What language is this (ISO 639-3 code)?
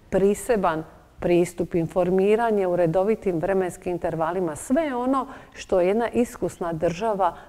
hrv